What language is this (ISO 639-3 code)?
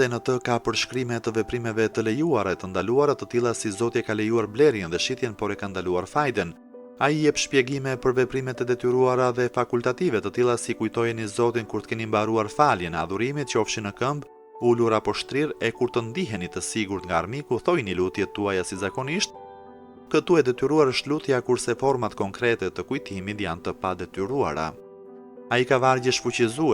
sqi